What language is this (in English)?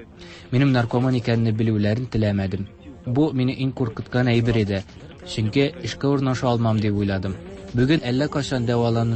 Tatar